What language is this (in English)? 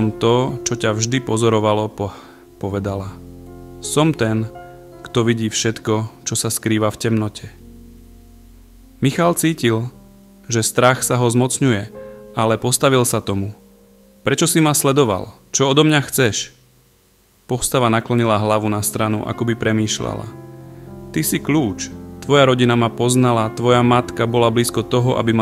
Slovak